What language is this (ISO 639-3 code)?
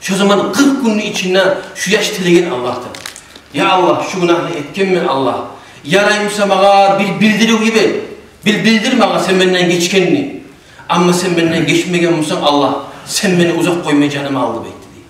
kum